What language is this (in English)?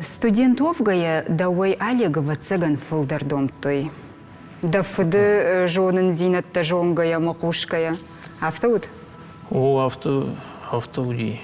Ossetic